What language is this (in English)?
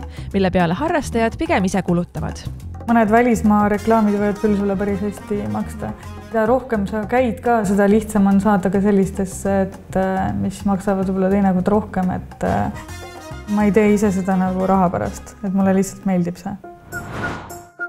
Estonian